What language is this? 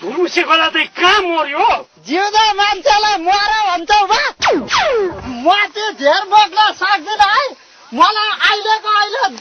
Nepali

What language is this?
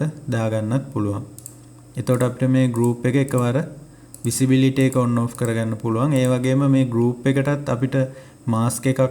Sinhala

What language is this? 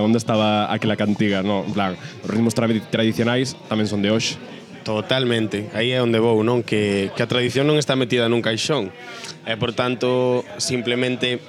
Galician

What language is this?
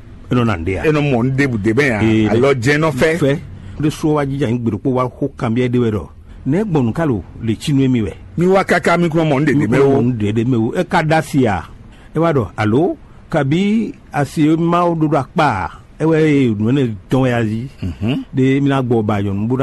Fon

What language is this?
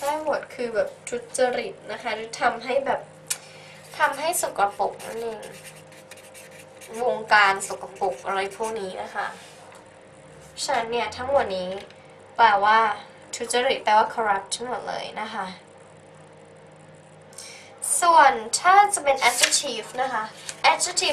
Thai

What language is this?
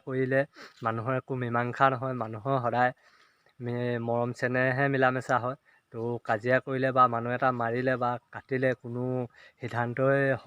Assamese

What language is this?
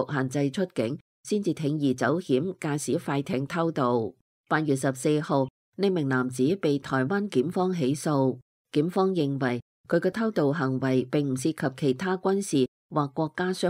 Cantonese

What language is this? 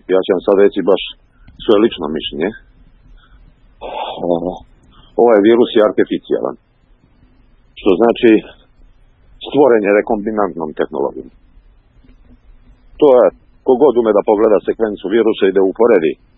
Serbian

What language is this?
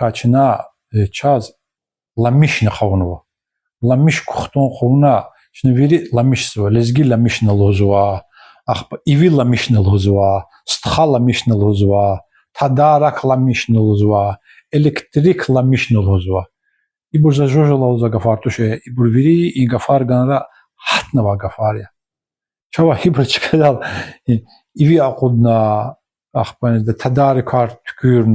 Lezghian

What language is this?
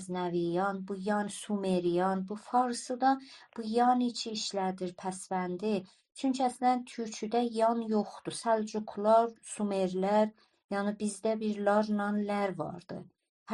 South Azerbaijani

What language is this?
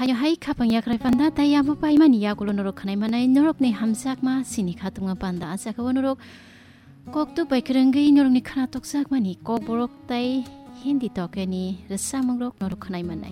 Kok Borok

